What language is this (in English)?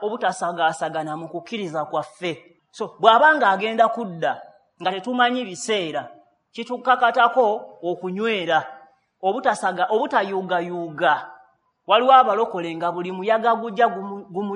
Ganda